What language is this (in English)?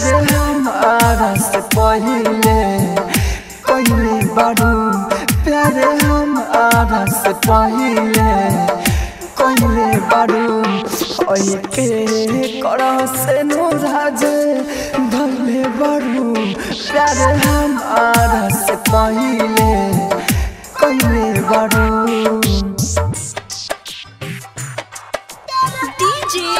Bhojpuri